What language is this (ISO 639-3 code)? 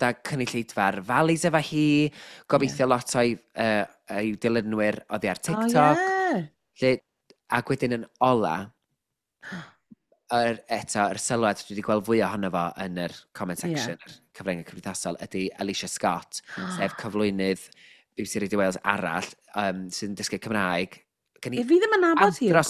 cym